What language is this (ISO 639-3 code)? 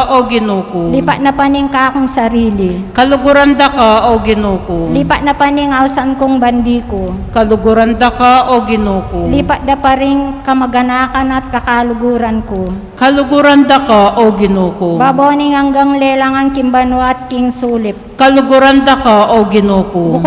pam